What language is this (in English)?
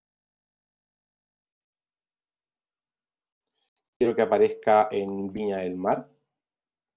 Spanish